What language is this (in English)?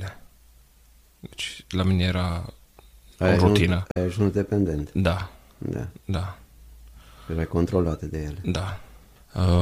Romanian